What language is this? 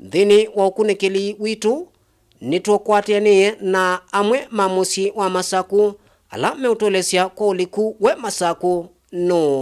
Kamba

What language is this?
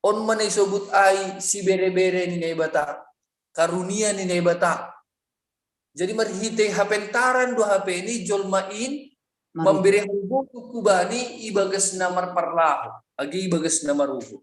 Batak Simalungun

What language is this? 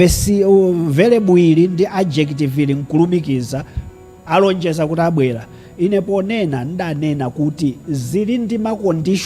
Nyanja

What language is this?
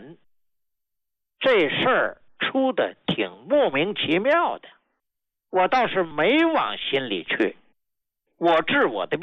Chinese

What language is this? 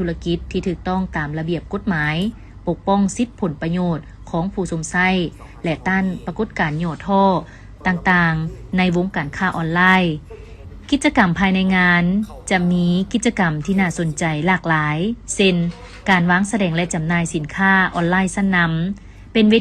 Lao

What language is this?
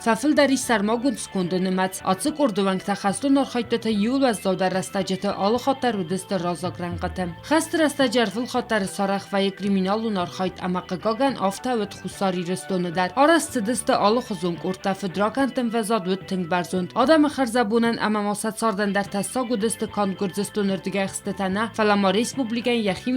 Ossetic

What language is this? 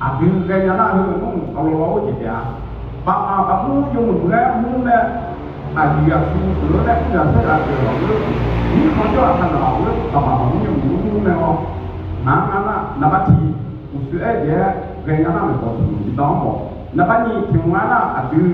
Akha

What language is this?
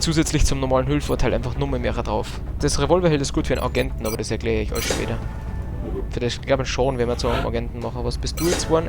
Bavarian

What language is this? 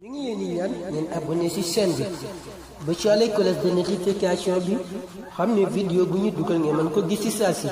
Wolof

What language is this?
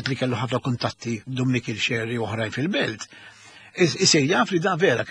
Maltese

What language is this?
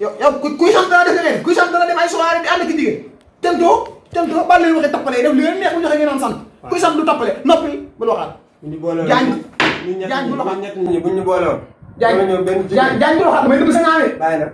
Wolof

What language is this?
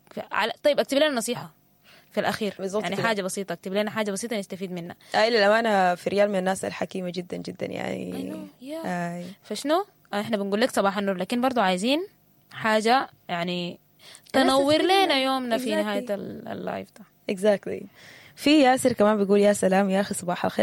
Sudanese Arabic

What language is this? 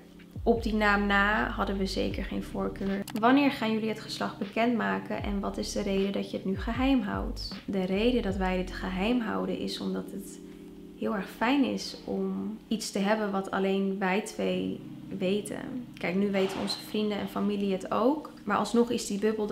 Dutch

